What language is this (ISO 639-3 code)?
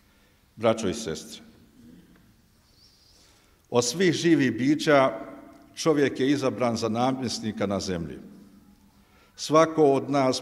bos